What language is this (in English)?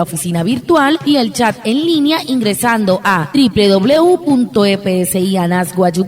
Wayuu